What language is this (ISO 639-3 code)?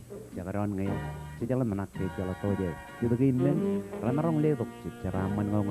mah